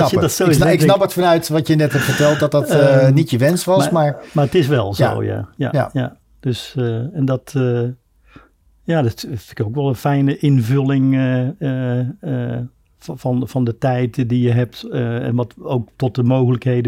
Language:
Dutch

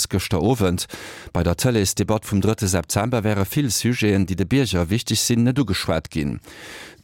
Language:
Luxembourgish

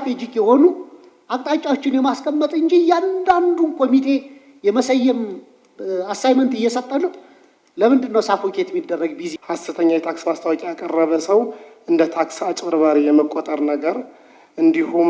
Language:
Amharic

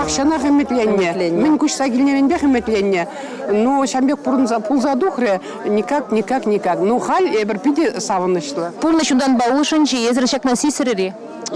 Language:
Chuvash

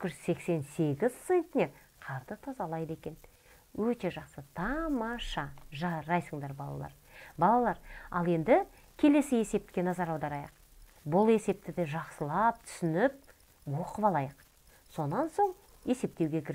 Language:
Kazakh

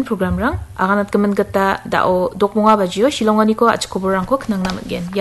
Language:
Garo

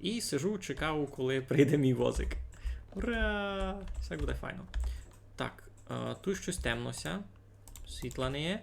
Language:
Rusyn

